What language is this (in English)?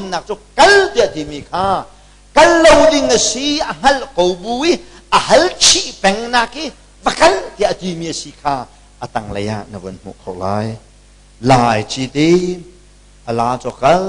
Hakha Chin